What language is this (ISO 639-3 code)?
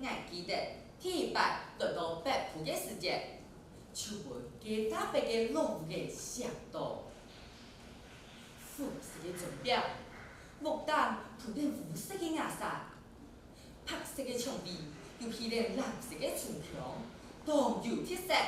hak